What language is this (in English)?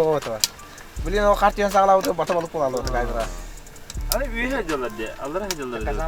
Yakut